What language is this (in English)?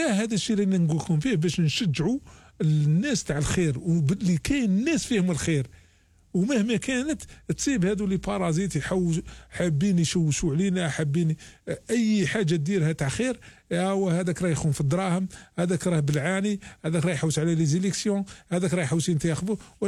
Algerian Arabic